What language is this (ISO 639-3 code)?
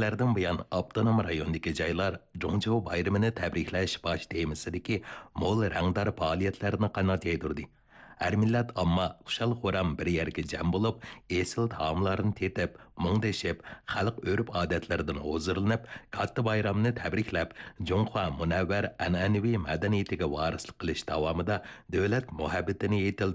uig